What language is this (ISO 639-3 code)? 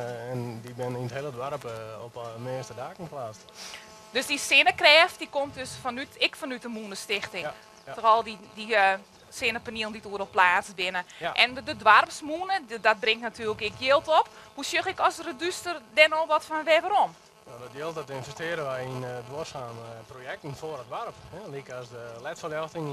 fry